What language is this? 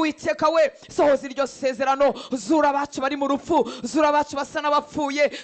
Kinyarwanda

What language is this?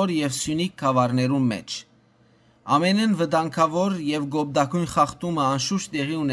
Western Armenian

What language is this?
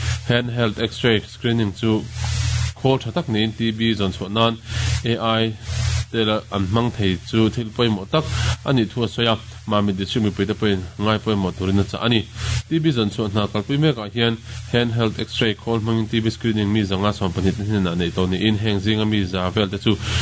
Mizo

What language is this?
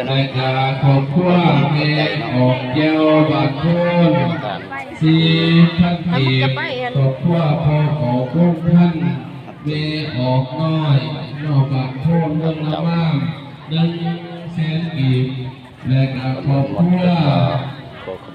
Lao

